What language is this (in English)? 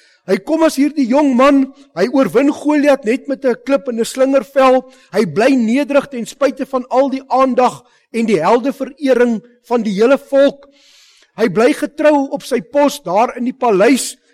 Afrikaans